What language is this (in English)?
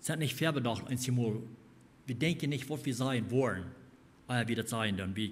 Plautdietsch